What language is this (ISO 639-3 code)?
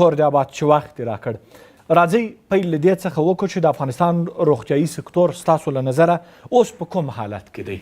pus